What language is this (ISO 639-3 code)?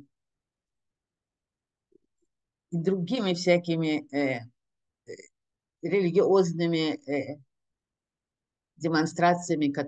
rus